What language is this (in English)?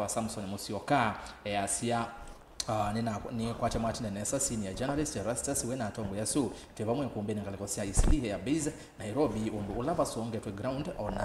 Kamba